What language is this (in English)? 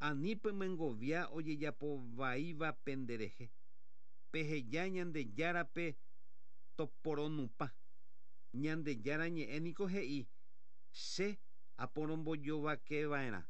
Guarani